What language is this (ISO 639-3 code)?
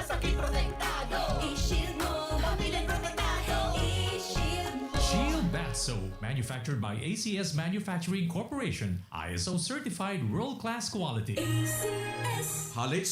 bik